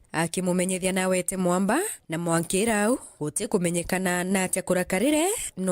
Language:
Meru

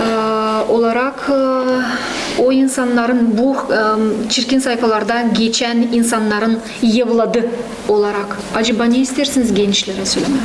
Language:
Gagauz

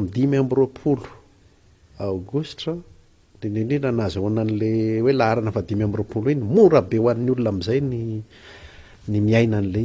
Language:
Malagasy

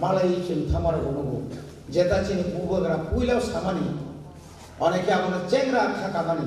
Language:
Kok Borok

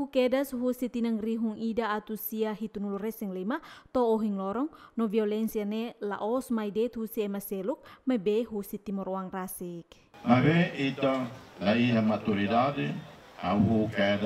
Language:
Tetum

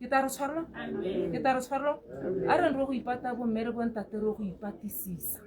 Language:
Tswana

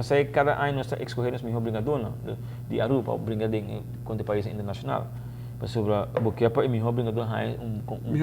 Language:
Papiamento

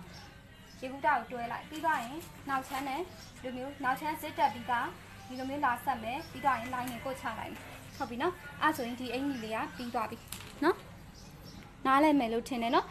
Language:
Burmese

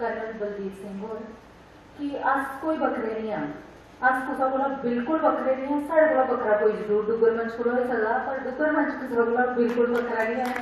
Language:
Dogri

